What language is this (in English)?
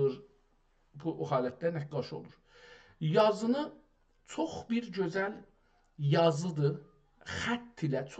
South Azerbaijani